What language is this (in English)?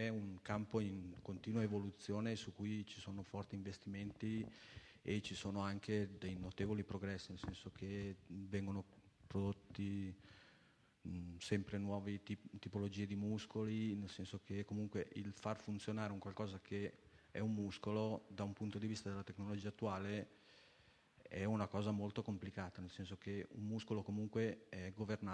Italian